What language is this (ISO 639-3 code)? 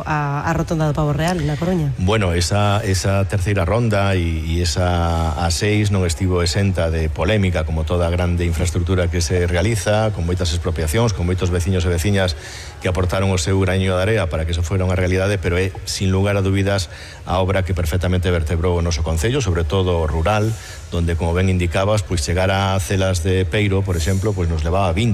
glg